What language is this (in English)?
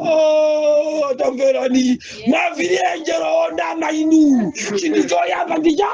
Nyanja